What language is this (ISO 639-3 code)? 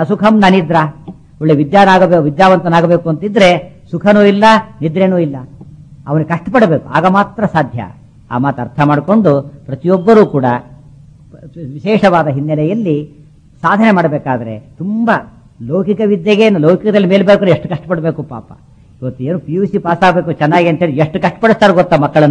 kan